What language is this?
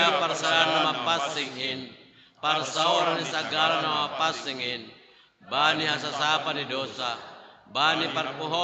Batak Simalungun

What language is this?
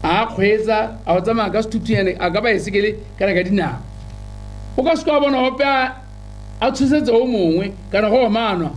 Tswana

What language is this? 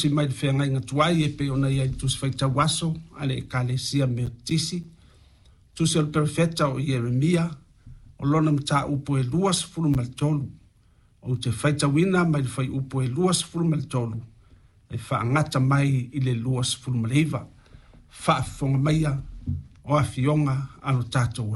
Samoan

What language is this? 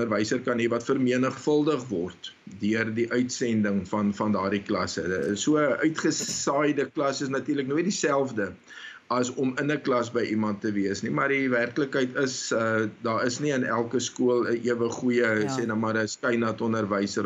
Afrikaans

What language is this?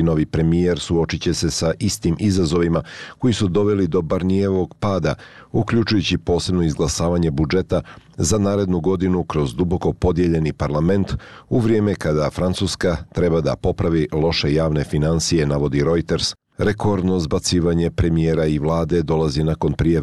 Bosnian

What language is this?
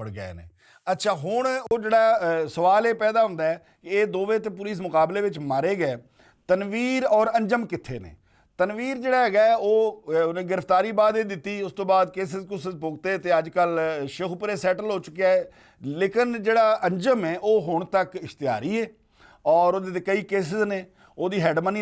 Western Panjabi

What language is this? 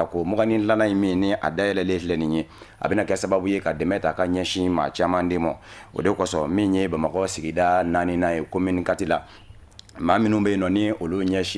Bambara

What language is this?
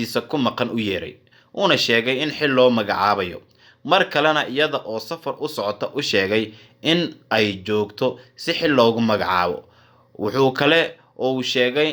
Somali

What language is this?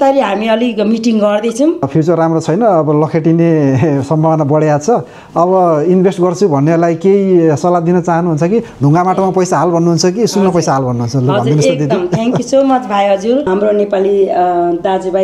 Nepali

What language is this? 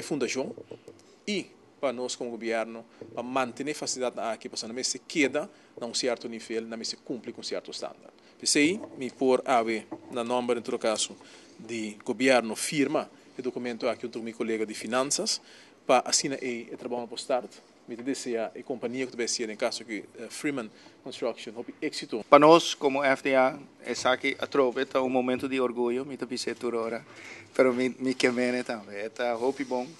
Papiamento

